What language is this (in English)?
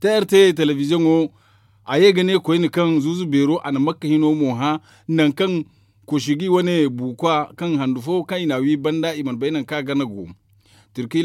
Zarma